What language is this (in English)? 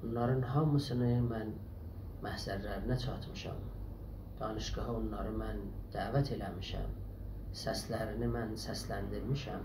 South Azerbaijani